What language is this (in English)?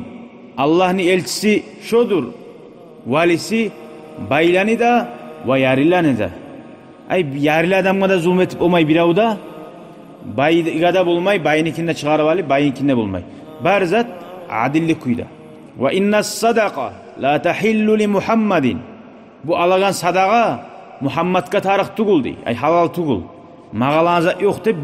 Kumyk